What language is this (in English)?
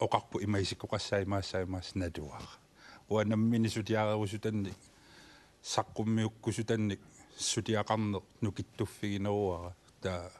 Kalaallisut